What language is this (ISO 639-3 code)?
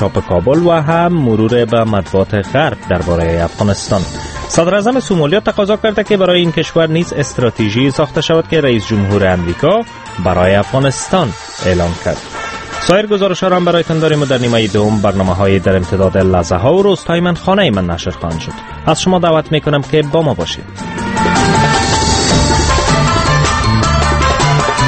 fas